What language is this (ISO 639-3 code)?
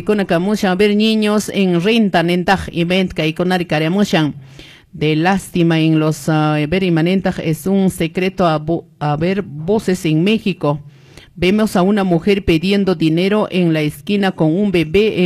que